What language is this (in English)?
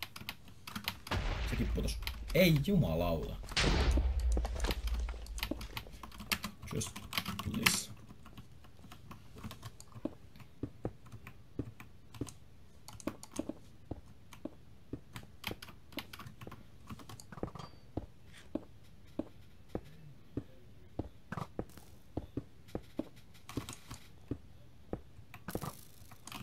Finnish